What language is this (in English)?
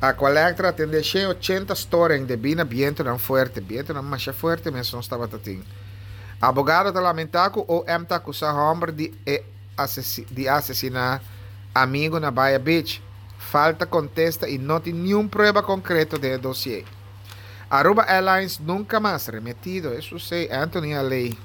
Papiamento